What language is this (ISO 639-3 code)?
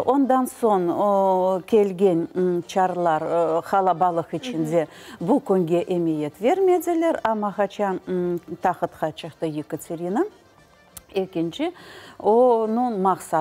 crh